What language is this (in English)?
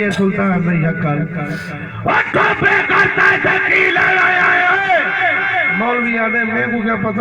Saraiki